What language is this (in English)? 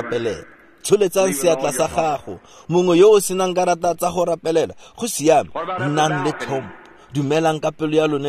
Tswana